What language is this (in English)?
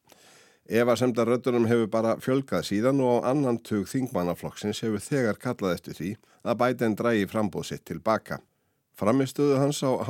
Icelandic